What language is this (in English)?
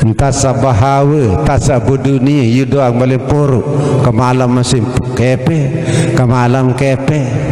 Sasak